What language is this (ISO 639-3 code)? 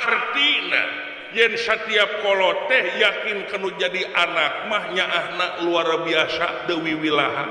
sun